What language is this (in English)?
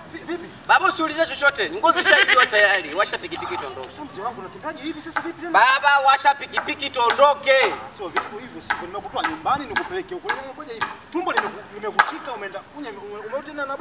Swahili